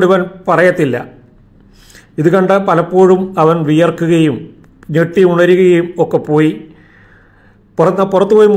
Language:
Malayalam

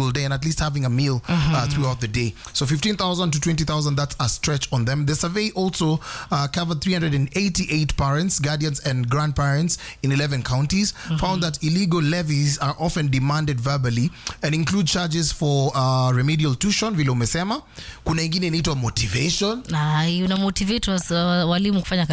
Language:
Swahili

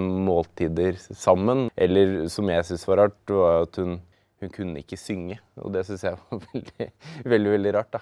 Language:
Norwegian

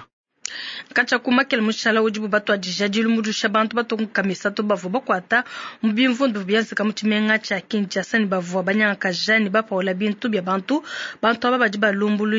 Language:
Luba-Lulua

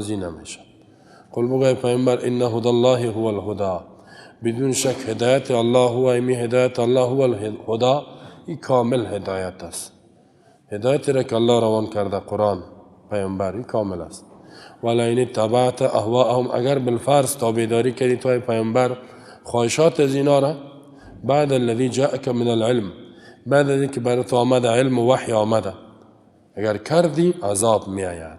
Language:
Persian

